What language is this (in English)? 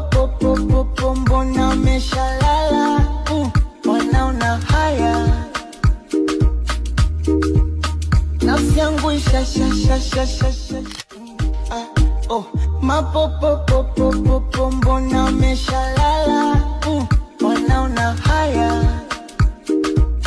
Swahili